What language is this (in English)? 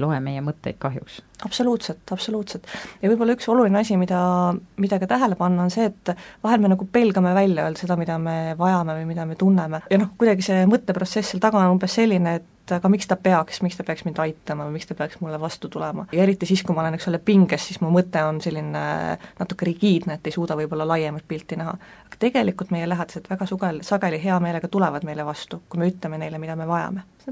Estonian